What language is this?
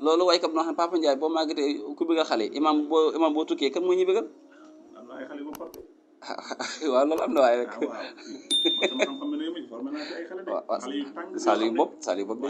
Wolof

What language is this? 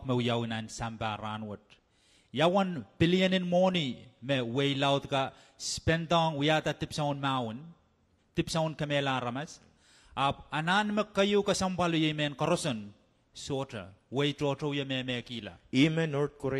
Pohnpeian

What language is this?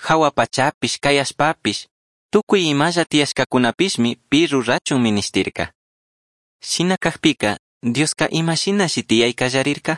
Chimborazo Highland Quichua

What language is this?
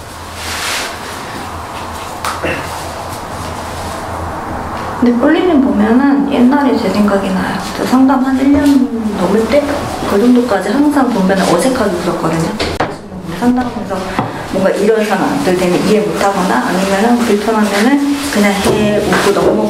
Korean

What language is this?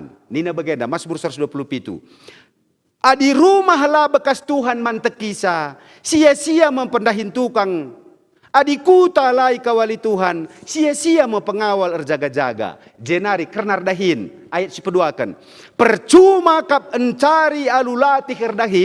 Batak Karo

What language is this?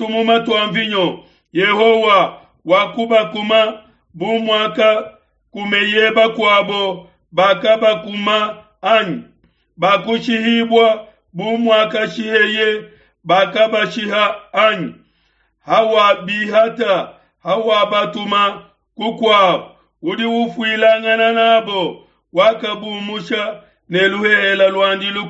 Luba-Lulua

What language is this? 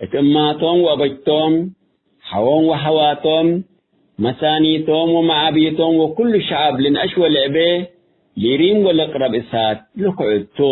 Tigre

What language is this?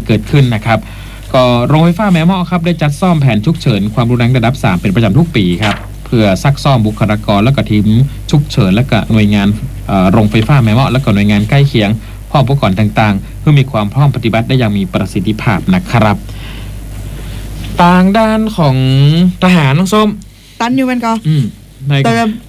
Thai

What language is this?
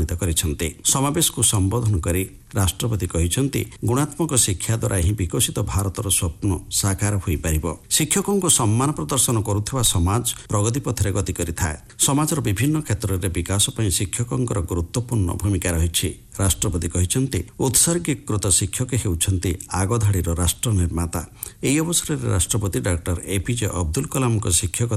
Odia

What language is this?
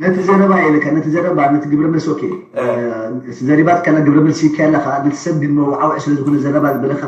Tigrinya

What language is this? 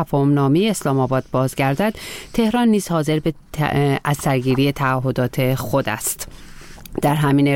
Persian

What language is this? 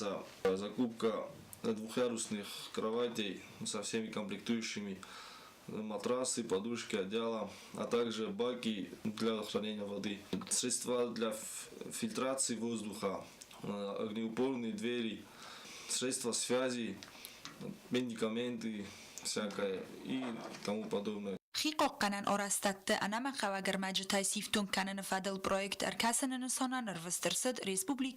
Ossetic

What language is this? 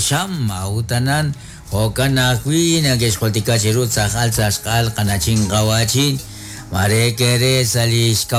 Kekchí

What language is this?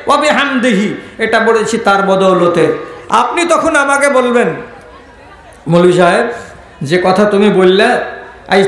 Bangla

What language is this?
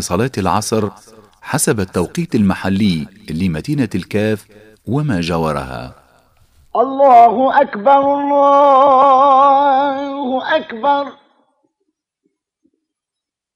Arabic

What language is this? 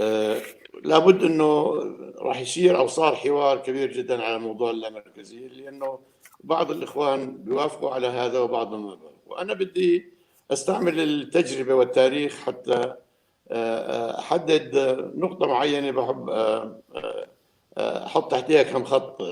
North Levantine Arabic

